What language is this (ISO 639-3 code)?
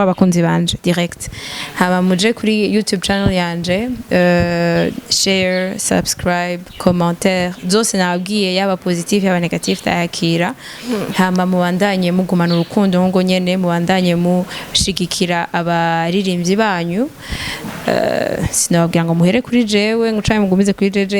run